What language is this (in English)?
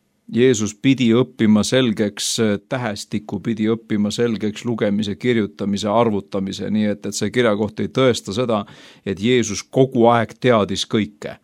Estonian